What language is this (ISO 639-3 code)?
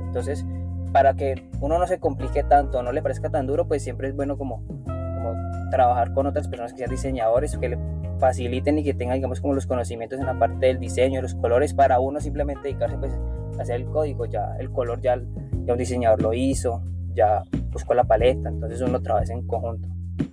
spa